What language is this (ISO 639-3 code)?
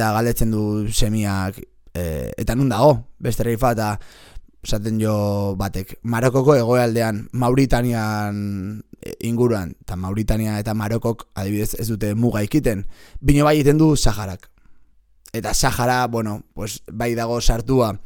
eus